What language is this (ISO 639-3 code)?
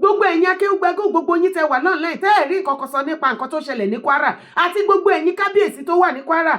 yor